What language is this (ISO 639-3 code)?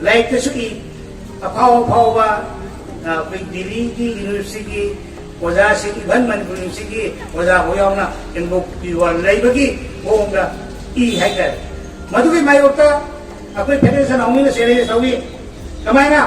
mni